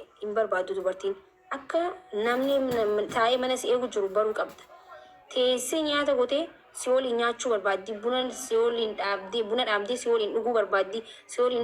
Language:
Oromo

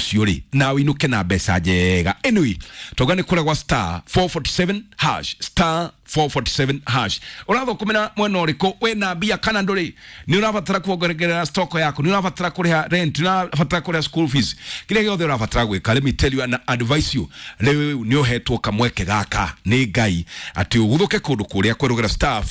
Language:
Kikuyu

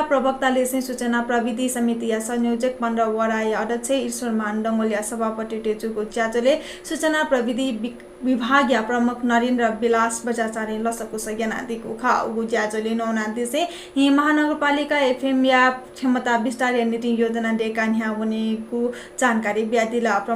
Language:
Newari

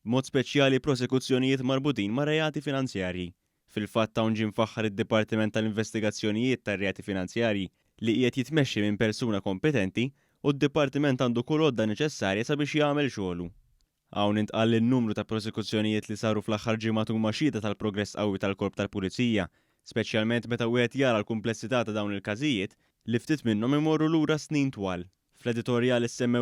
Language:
Maltese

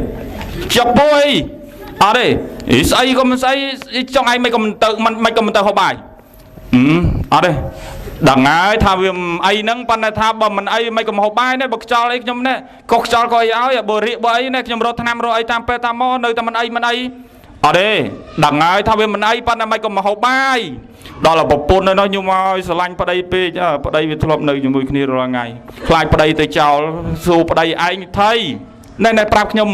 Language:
Khmer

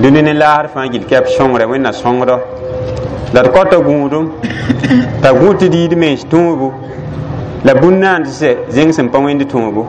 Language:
Mossi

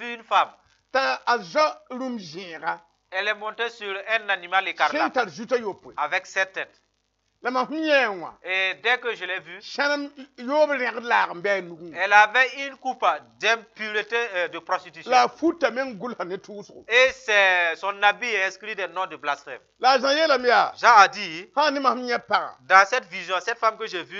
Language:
Mossi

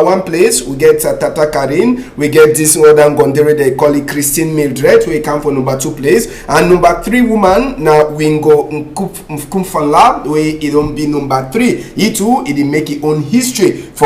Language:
Cameroon Pidgin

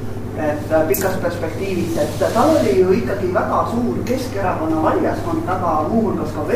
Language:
Estonian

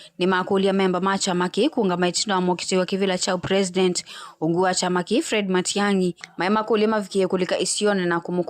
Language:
Kamba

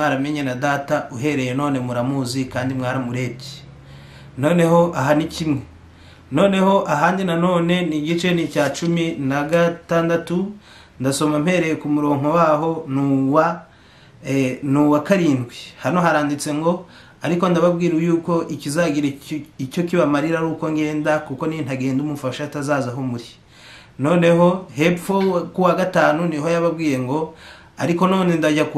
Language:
Kinyarwanda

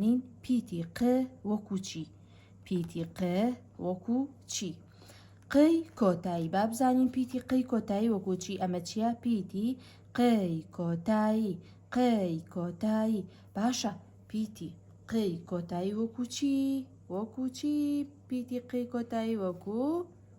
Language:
Central Kurdish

